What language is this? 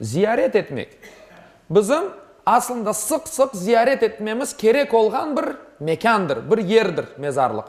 Crimean Tatar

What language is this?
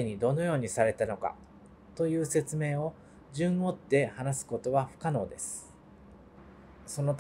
Japanese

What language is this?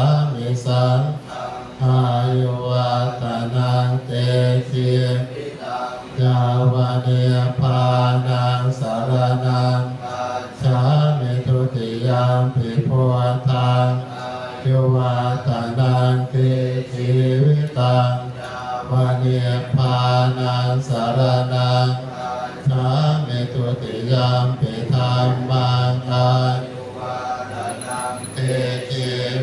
Pali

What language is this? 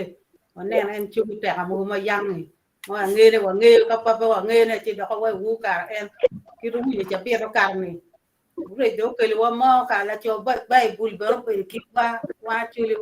Acoli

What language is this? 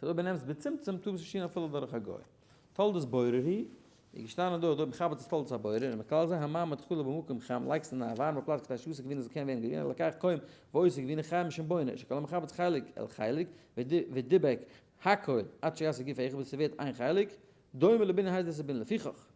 Yiddish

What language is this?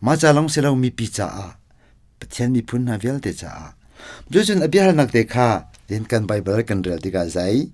Hakha Chin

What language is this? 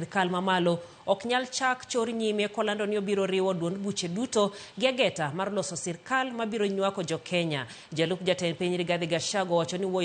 Luo (Kenya and Tanzania)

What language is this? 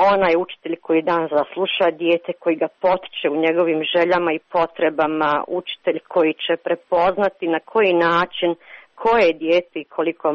Croatian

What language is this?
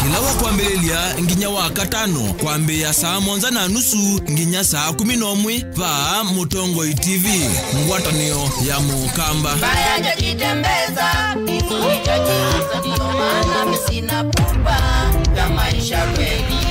Kamba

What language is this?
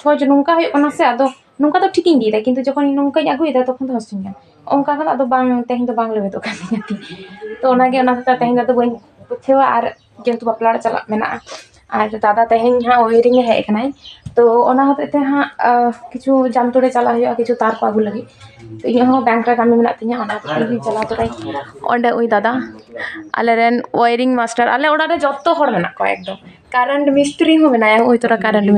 Santali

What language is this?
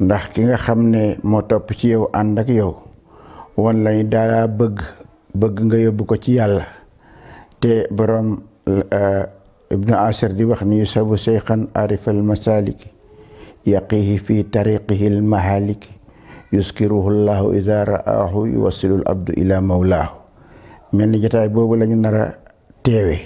Wolof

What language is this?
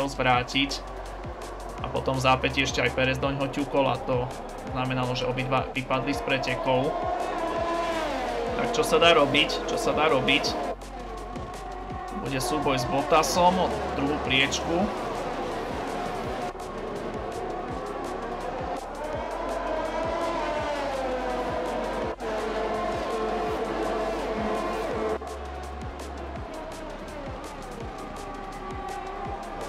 Slovak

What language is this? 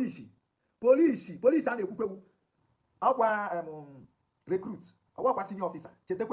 Igbo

